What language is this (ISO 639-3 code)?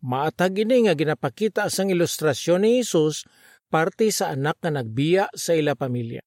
hil